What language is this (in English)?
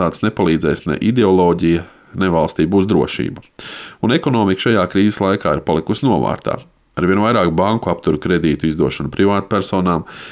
Latvian